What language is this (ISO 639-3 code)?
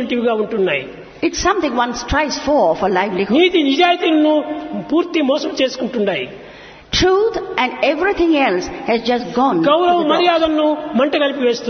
tel